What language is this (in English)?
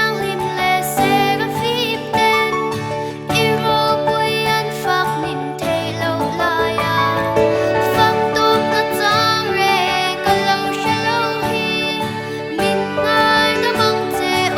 Mizo